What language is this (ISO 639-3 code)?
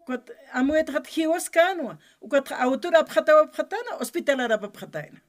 aym